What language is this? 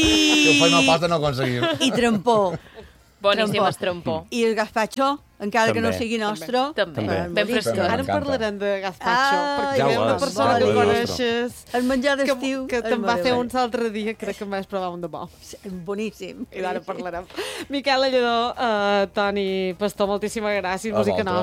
Catalan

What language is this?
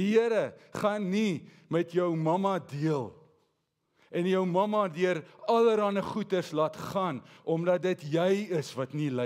Afrikaans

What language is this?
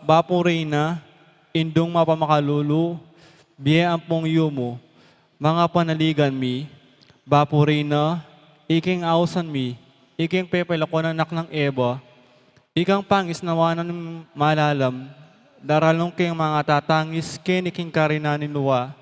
Pampanga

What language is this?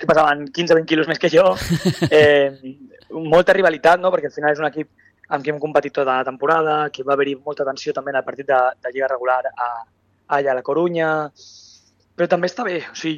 Catalan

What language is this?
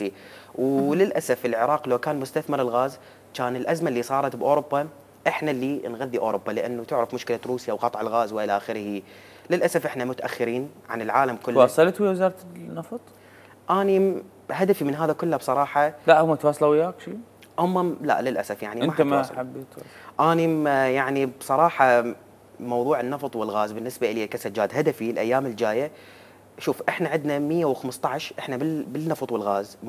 Mesopotamian Arabic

